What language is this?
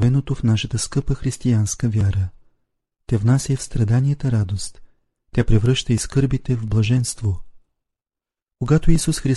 Bulgarian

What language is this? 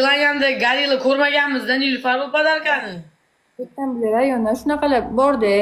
Uzbek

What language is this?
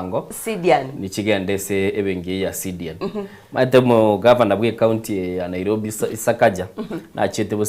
Gusii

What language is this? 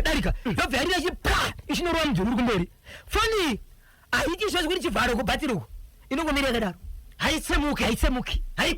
Shona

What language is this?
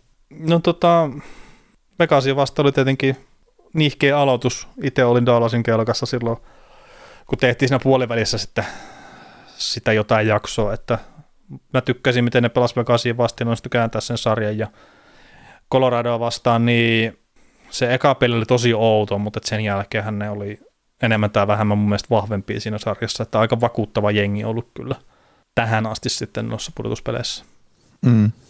Finnish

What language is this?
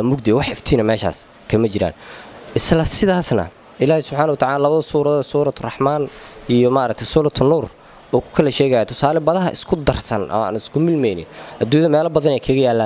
Somali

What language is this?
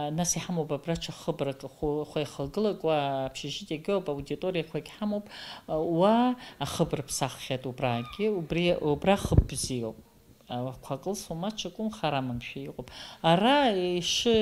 Abkhazian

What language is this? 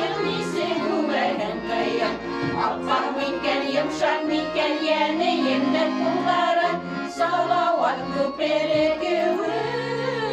Bashkir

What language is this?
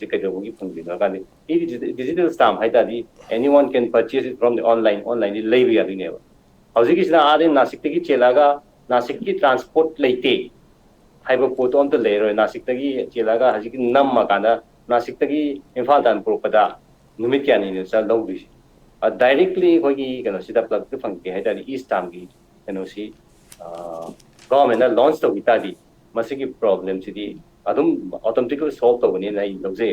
Manipuri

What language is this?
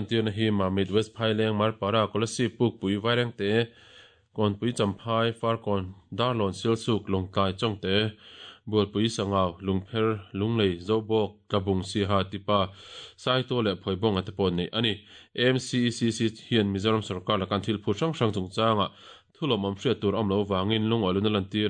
Mizo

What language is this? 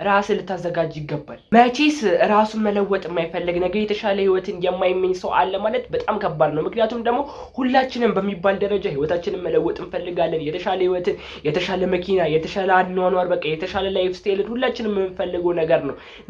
Amharic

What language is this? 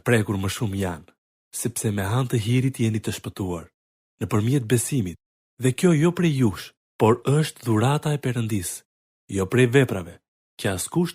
Albanian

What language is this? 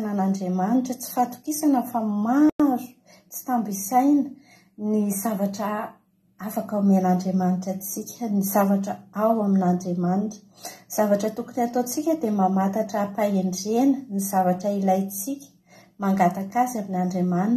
Malagasy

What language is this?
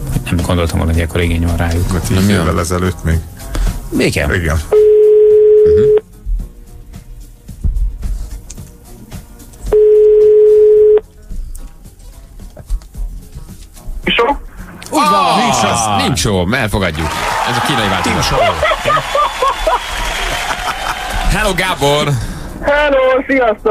Hungarian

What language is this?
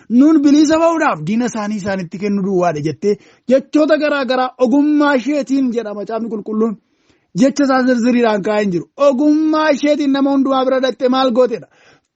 Oromo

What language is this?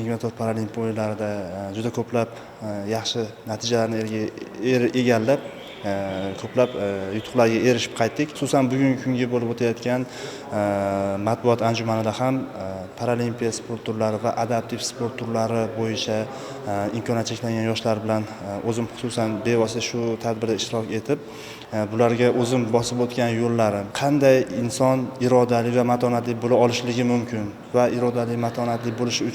Uzbek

